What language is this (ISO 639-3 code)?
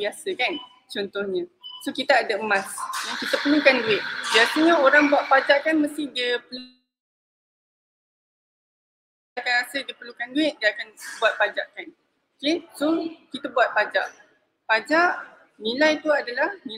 msa